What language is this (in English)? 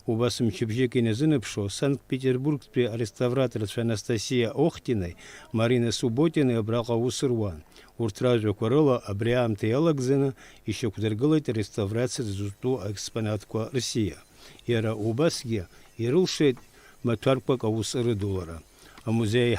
Abkhazian